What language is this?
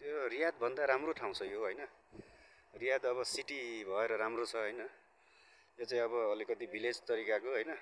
Nepali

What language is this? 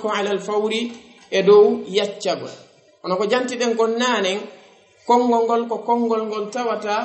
Fula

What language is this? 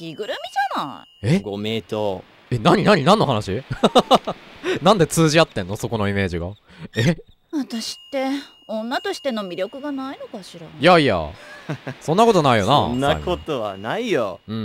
Japanese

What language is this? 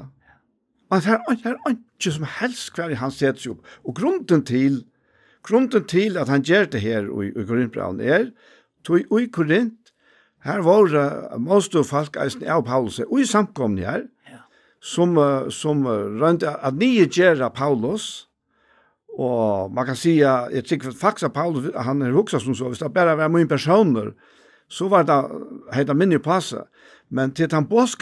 Faroese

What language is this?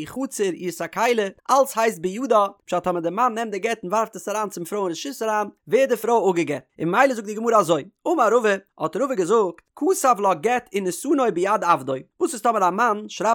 Yiddish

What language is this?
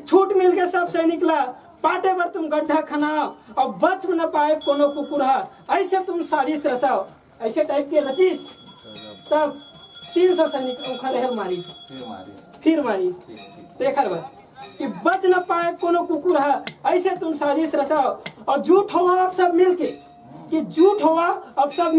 Chhattisgarhi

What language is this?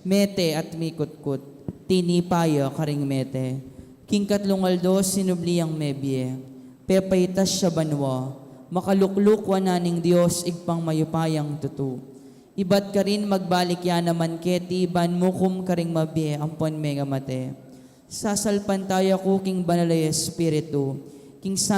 Pampanga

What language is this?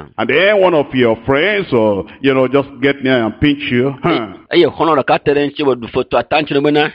Ewe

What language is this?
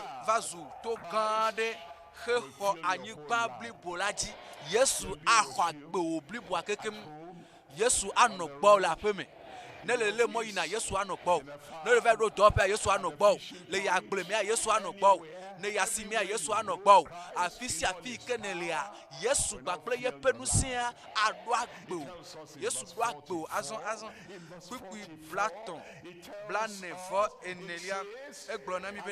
Ewe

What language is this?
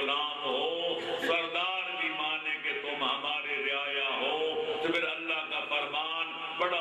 Urdu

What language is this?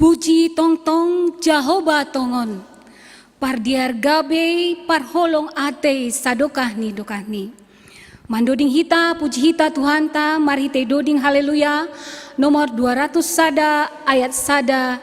Batak Simalungun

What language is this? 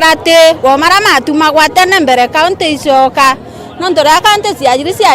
Meru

